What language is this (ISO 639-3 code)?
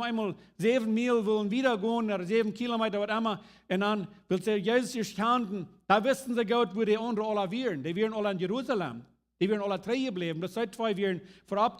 pdt